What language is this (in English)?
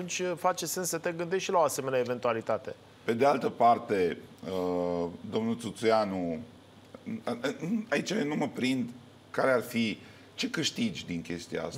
Romanian